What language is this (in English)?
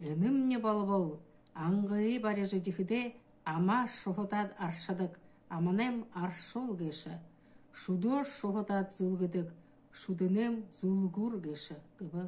Buriat